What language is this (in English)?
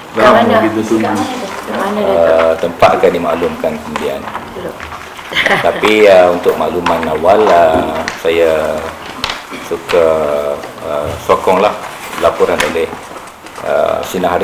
Malay